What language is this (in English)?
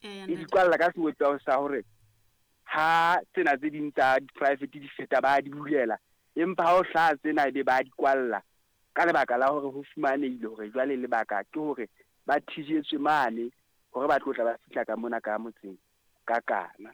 Southern Sotho